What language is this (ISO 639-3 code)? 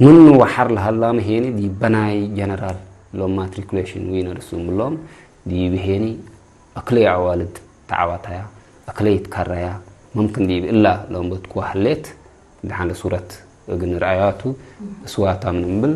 tig